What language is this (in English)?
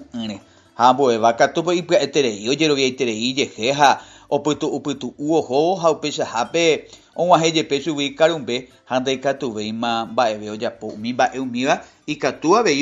Guarani